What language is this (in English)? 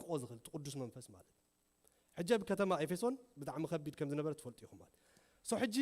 Tigrinya